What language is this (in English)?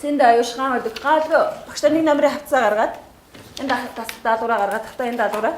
Mongolian